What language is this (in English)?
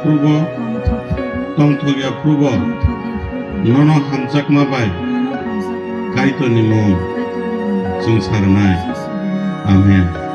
Kok Borok